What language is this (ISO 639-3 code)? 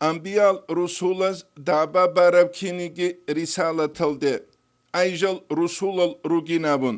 ava